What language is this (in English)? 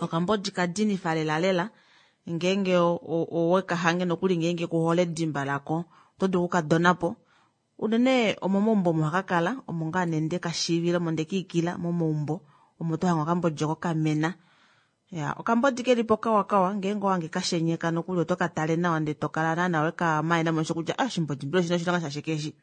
Kuanyama